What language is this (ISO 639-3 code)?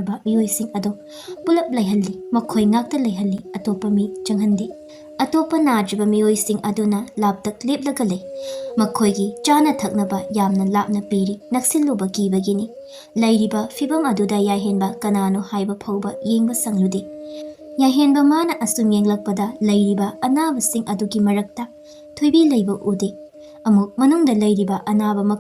mni